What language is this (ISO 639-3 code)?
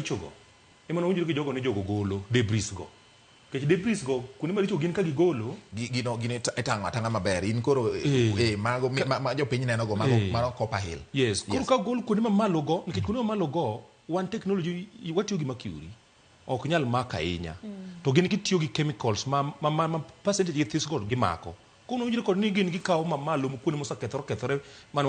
luo